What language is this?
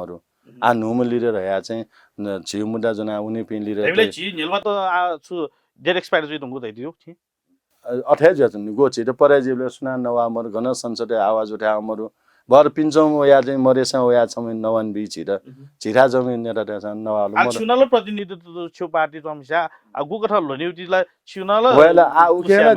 Newari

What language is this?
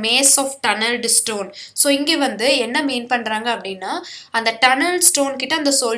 Tamil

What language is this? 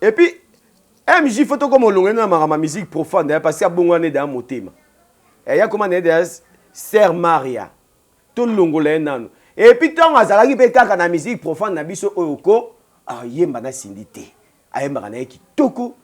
Lingala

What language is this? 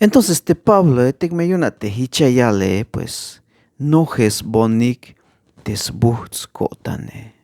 Tzeltal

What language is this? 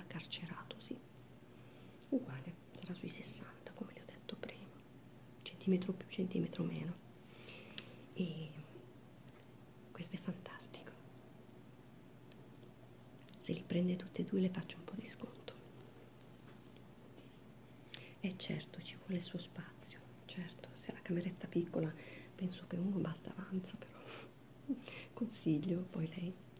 Italian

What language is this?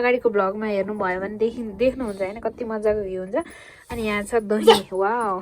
Nepali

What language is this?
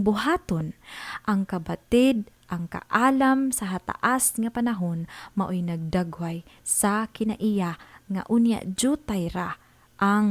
Cebuano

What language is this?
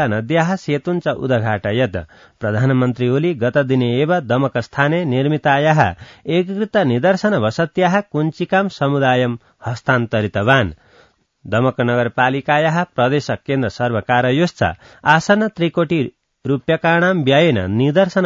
Sanskrit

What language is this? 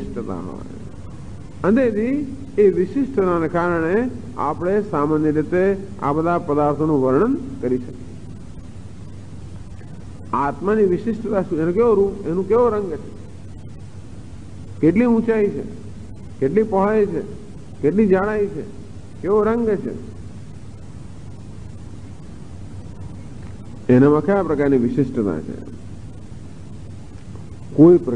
Gujarati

